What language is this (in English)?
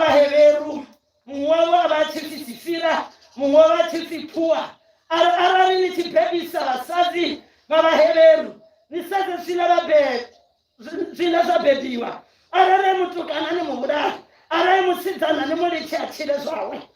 Venda